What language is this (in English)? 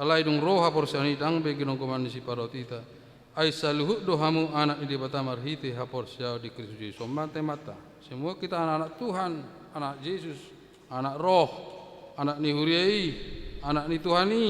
Batak Toba